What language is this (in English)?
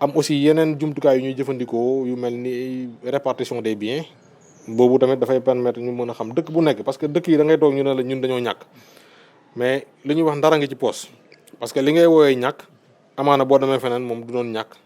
Wolof